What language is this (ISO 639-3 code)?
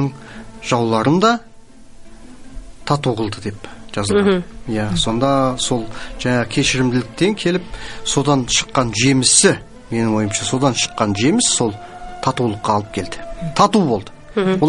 kaz